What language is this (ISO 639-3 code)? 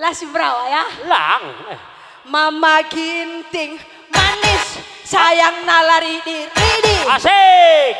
btx